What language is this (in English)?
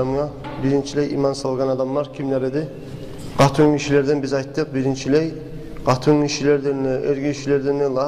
Kumyk